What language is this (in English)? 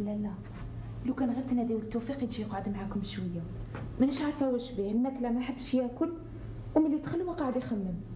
Algerian Arabic